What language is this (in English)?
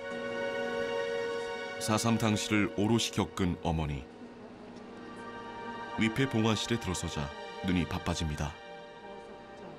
Korean